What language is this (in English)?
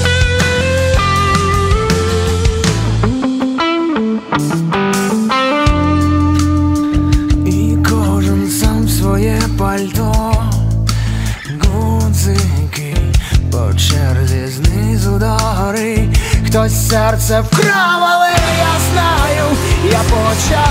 Ukrainian